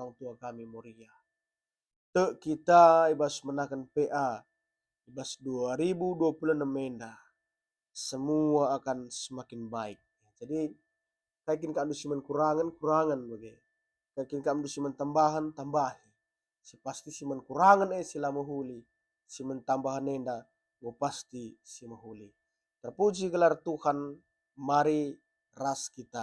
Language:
Batak Karo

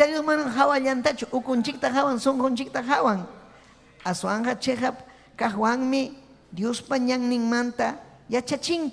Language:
Ayacucho Quechua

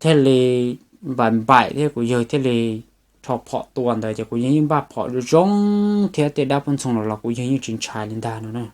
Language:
Hmong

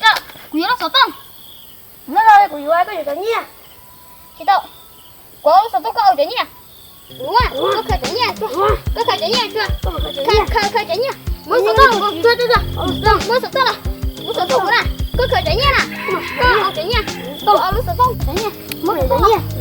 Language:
Hmong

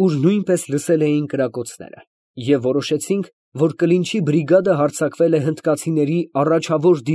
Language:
Armenian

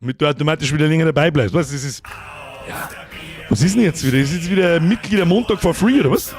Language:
Bavarian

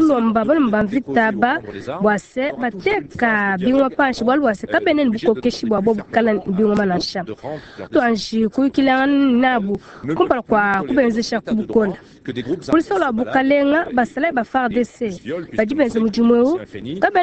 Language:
Luba-Lulua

